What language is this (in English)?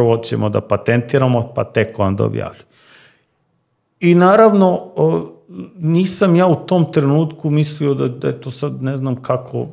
Serbian